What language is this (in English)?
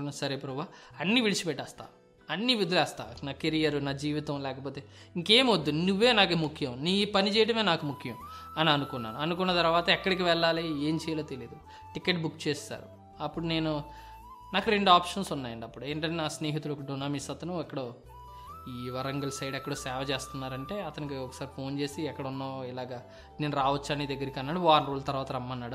Telugu